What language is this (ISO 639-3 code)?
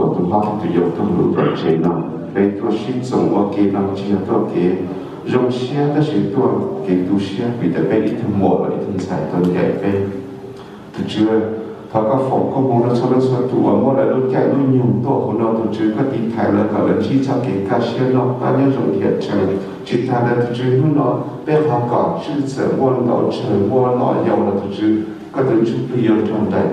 hmn